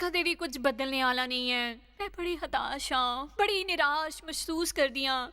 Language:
Dogri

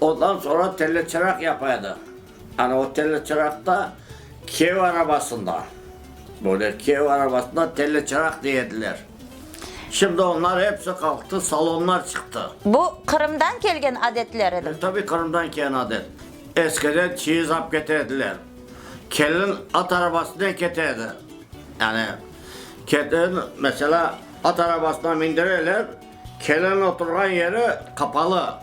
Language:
Crimean Tatar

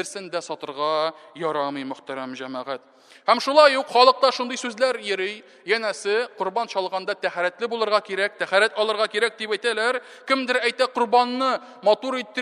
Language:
Tatar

